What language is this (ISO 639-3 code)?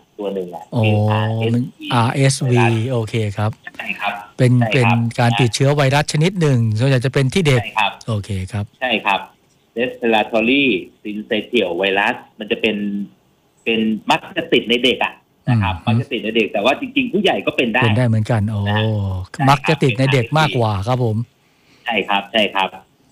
tha